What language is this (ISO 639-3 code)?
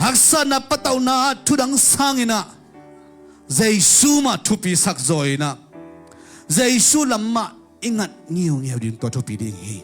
ctd